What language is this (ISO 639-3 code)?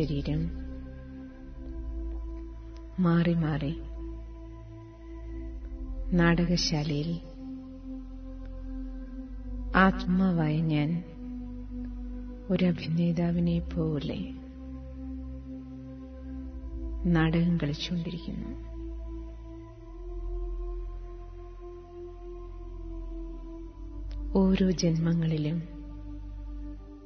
mal